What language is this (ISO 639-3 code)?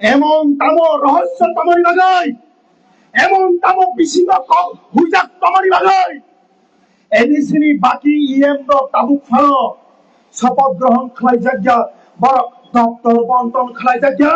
trp